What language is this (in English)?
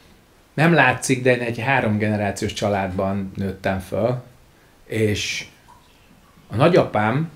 Hungarian